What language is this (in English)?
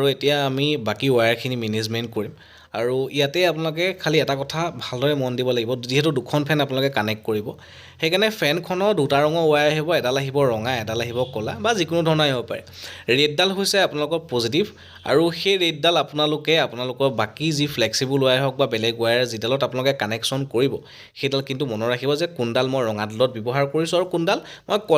Assamese